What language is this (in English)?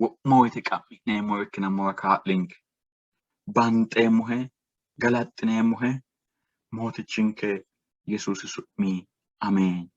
Sidamo